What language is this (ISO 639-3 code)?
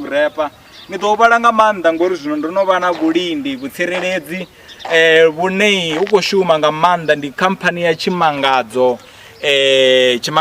ven